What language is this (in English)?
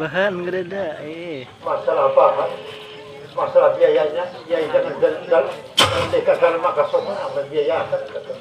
Banjar